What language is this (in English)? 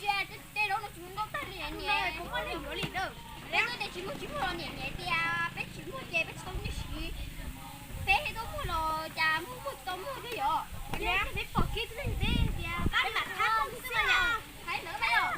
Hmong